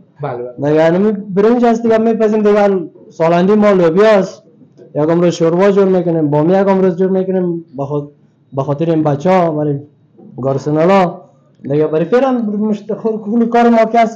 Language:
Persian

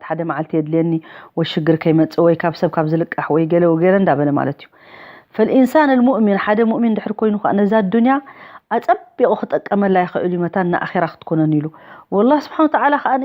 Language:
Tigrinya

